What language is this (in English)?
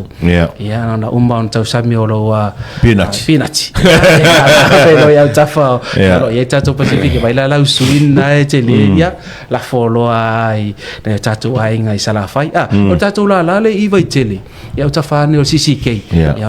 Samoan